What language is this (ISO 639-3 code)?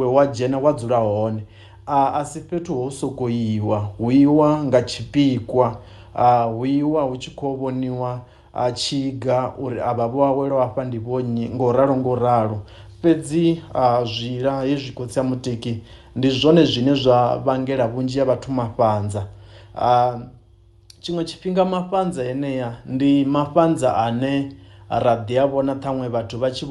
ven